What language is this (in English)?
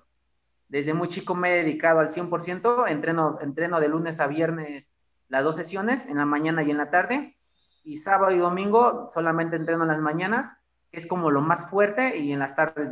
Spanish